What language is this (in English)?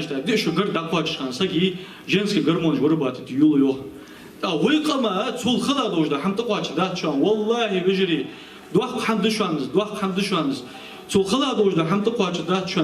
Ingush